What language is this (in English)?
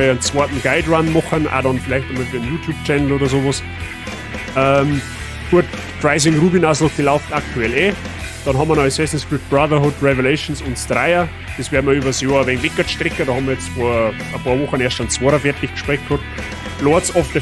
Bavarian